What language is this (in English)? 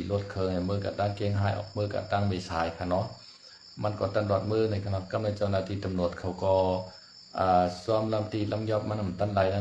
Shan